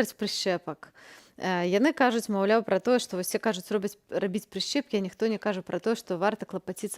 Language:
Belarusian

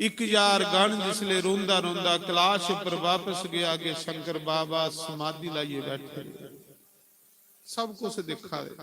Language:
Dogri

